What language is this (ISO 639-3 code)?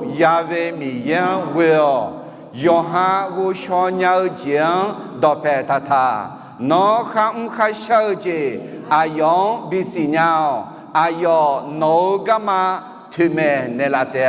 ahk